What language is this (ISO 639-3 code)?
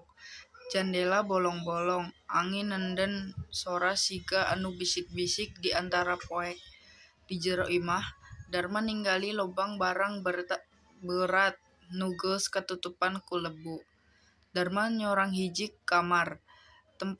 sun